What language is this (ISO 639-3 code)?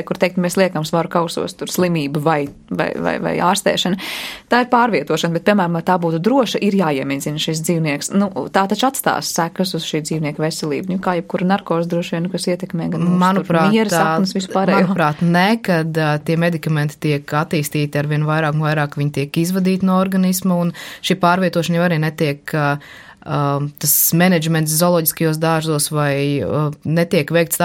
lav